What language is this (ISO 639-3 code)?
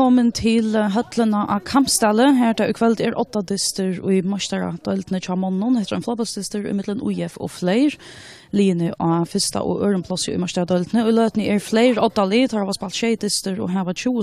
fao